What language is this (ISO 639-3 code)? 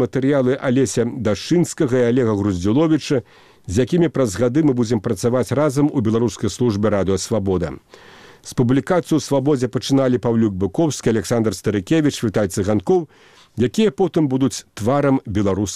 bel